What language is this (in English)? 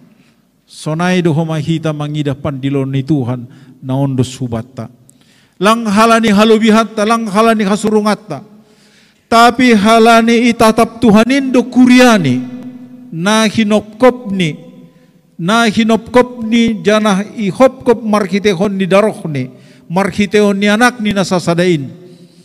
Batak Simalungun